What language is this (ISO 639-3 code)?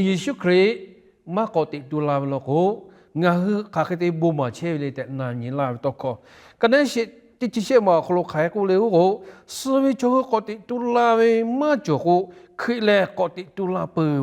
lhu